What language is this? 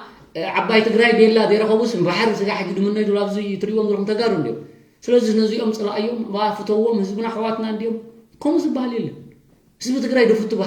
Tigrinya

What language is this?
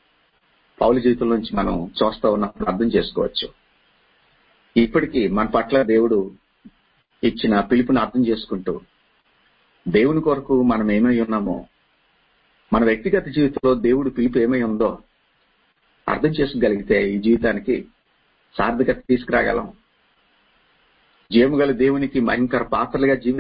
Telugu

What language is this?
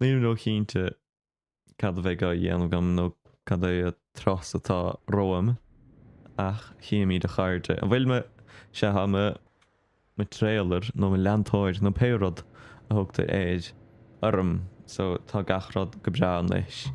Irish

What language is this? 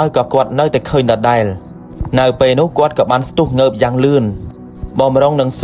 Khmer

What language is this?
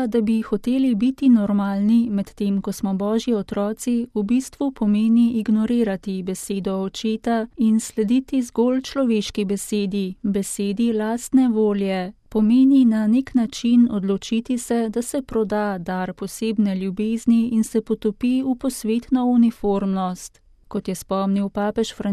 Slovenian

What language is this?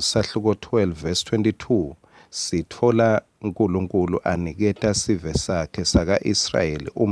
Swati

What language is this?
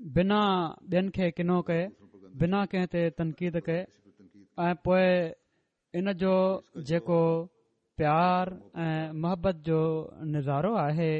Sindhi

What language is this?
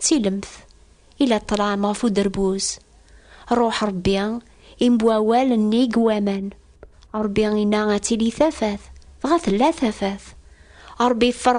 Kabyle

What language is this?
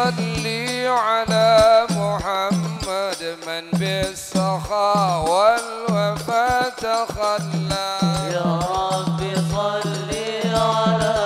Arabic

